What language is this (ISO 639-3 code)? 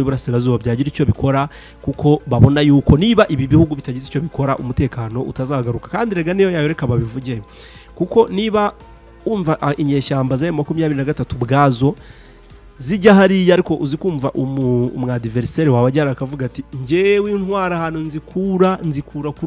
kin